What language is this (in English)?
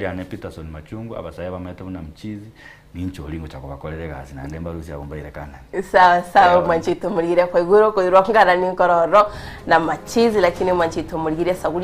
Gusii